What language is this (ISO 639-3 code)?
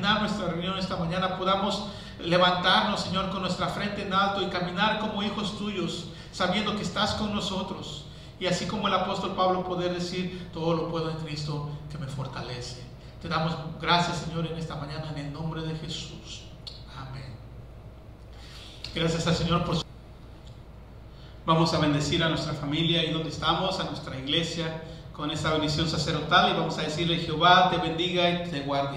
spa